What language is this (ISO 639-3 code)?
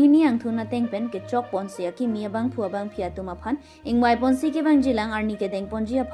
mjw